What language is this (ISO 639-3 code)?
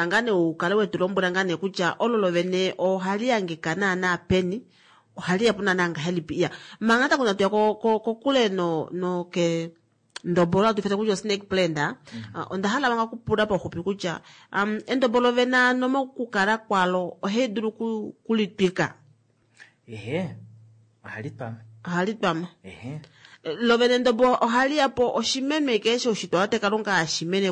kua